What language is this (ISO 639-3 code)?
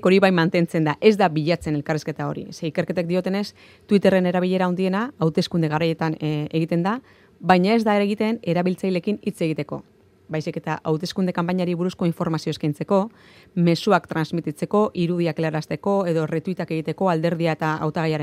eus